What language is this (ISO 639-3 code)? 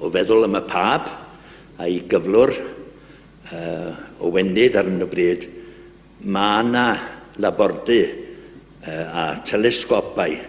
cym